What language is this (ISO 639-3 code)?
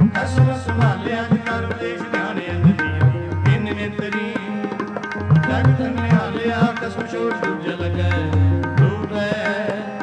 pan